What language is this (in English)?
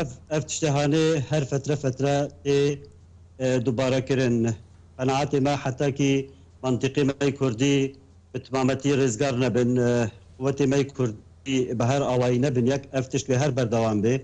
Kurdish